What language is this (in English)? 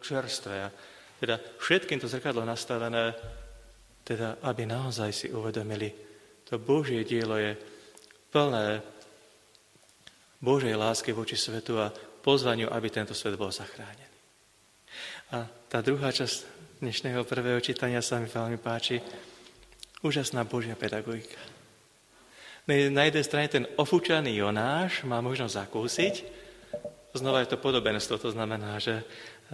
Slovak